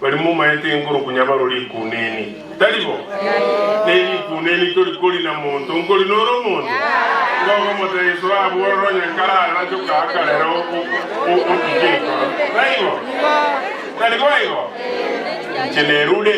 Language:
Gusii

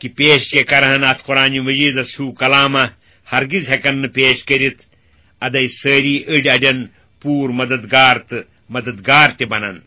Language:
Kashmiri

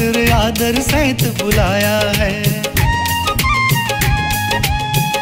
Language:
Punjabi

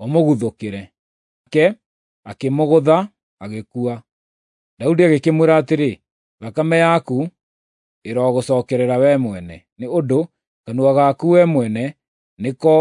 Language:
Kikuyu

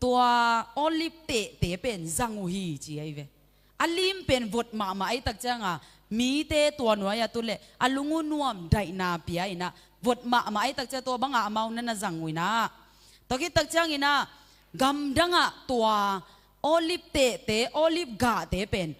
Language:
Tedim Chin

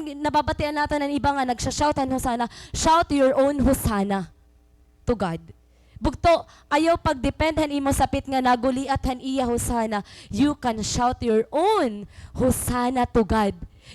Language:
Waray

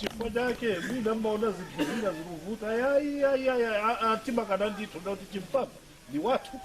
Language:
Nyanja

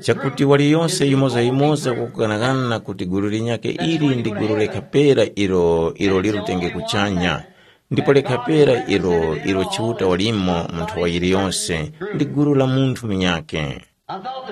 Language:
Tumbuka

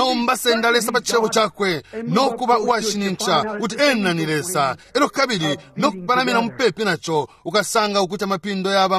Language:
Bemba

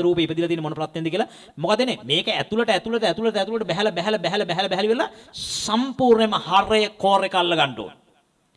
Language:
Sinhala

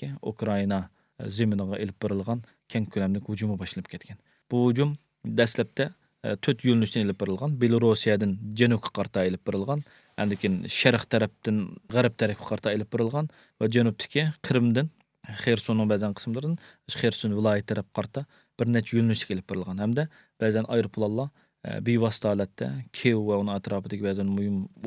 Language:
Uyghur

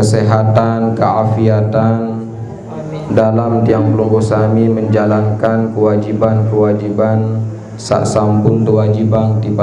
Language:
Sasak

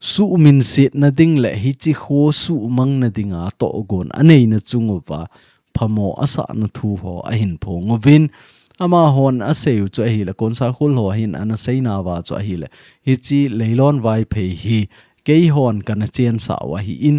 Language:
Thado Chin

